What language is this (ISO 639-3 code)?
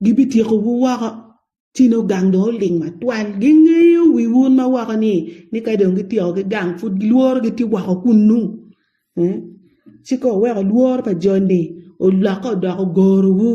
ach